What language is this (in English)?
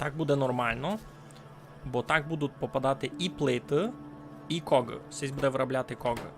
Rusyn